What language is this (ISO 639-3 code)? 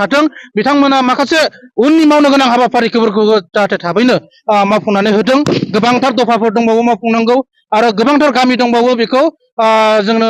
brx